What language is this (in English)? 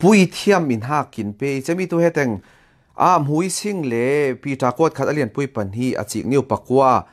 Falam Chin